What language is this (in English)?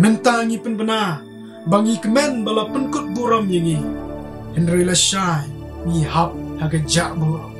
Khasi